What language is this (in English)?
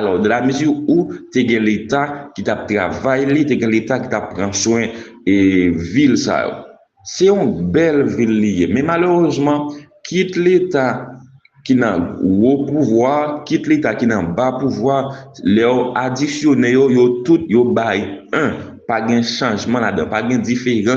Haitian Creole